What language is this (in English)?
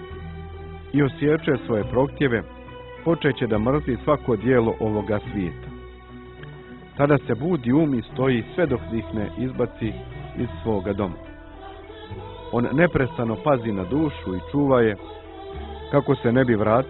Bosnian